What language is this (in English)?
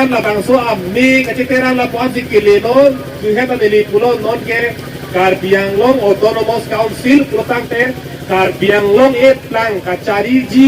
Karbi